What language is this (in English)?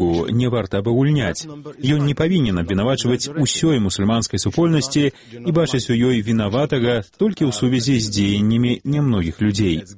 Belarusian